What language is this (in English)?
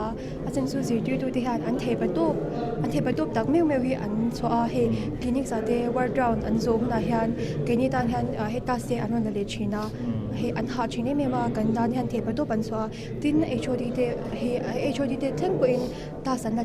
Mizo